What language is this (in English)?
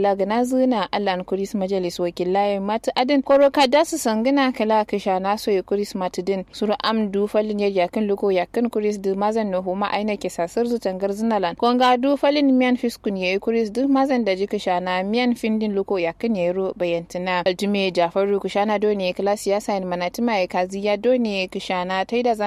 Kanuri